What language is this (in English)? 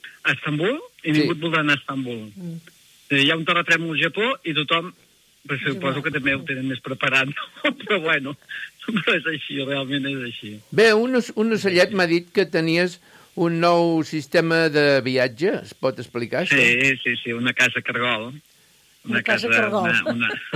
Catalan